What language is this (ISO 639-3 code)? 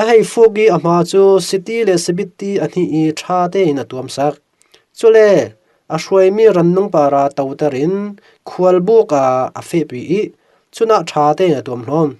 cfm